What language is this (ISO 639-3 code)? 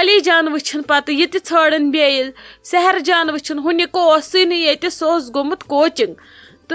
kas